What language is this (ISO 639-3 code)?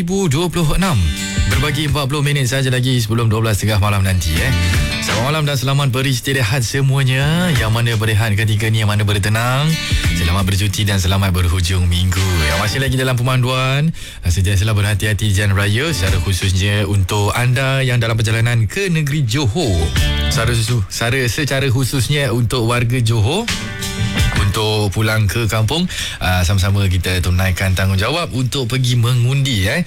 msa